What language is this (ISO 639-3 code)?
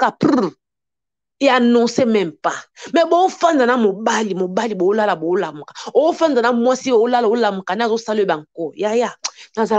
lin